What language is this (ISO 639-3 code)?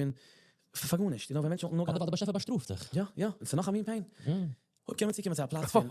yid